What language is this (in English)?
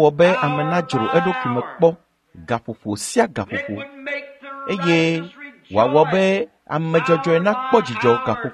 Ewe